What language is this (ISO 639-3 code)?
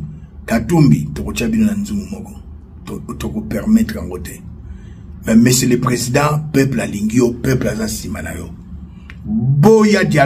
lin